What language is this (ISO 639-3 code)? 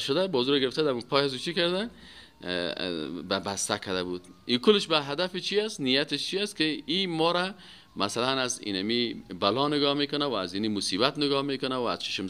fas